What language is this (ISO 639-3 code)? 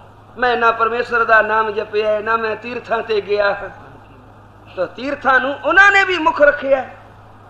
pan